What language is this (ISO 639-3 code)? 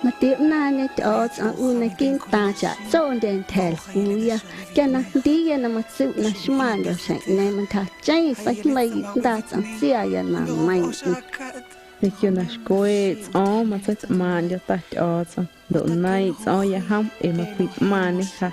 amu